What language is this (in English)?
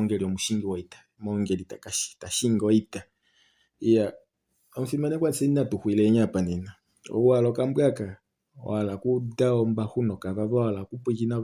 Kuanyama